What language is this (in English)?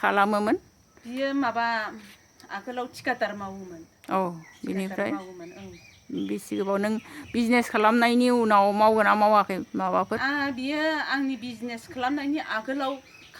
Bodo